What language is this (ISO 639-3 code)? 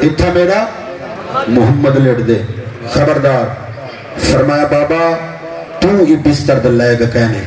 skr